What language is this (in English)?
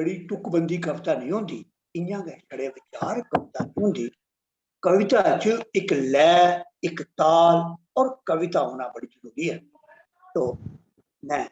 Dogri